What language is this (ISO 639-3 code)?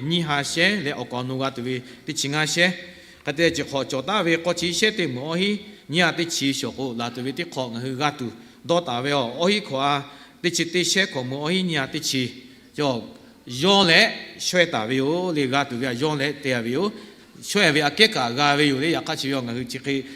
lhu